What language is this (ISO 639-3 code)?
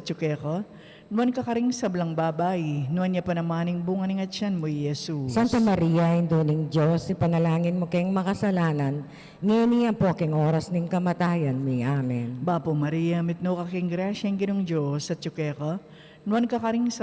pam